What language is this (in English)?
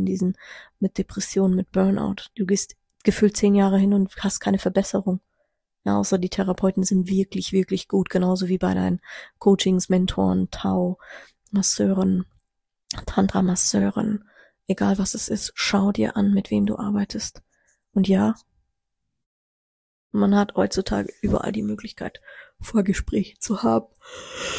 German